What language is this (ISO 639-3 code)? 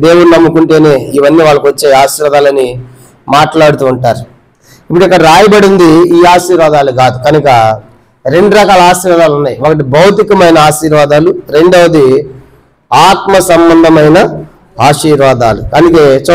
tel